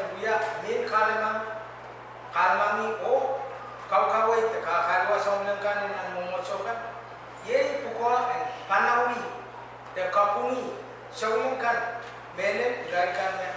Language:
Pohnpeian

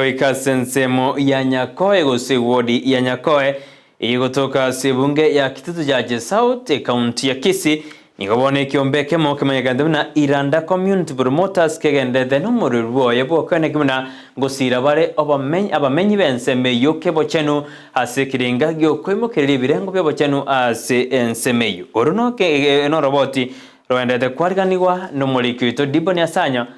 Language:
Gusii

